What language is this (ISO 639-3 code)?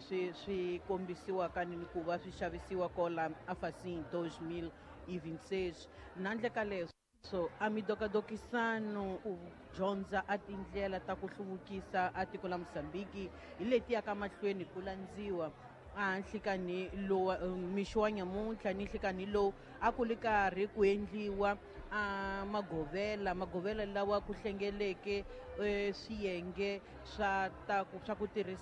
tso